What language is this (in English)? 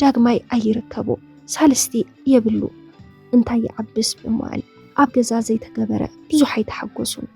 Tigrinya